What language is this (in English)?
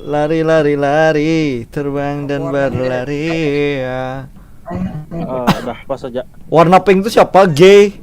Banjar